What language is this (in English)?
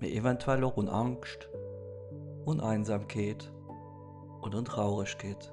Luxembourgish